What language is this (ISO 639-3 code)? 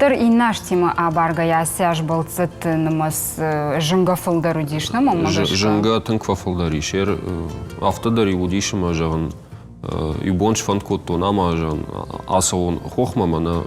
oss